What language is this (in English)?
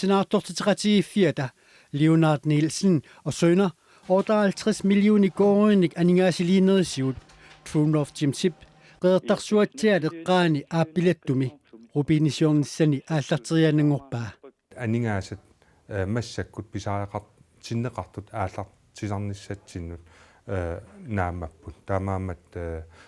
Kalaallisut